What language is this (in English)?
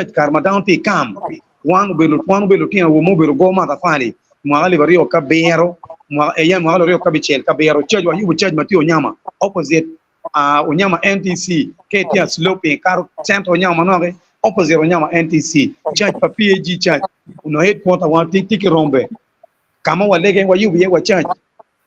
Acoli